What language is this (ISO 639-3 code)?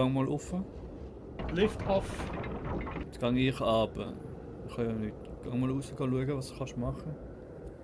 gsw